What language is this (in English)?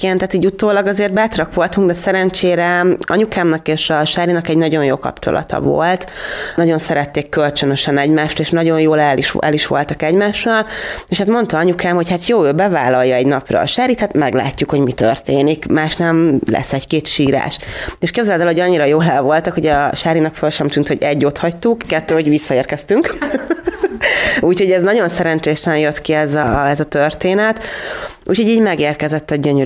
Hungarian